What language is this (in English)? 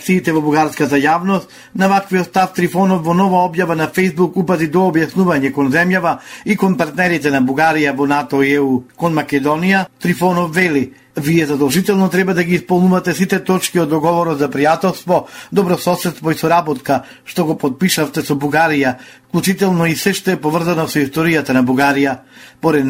Macedonian